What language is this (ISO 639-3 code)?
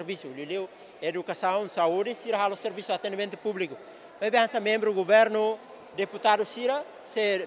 tet